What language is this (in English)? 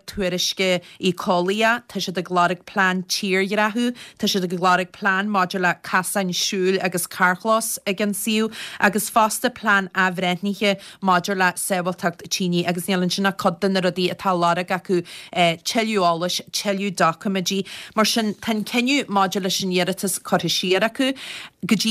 Irish